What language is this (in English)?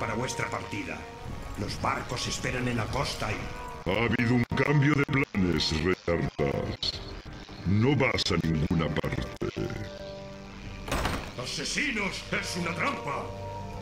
Spanish